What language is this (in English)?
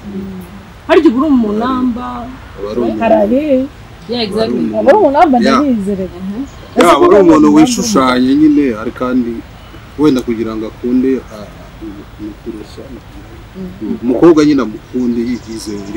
Kinyarwanda